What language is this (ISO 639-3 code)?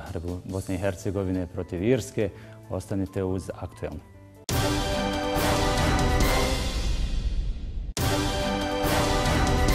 bos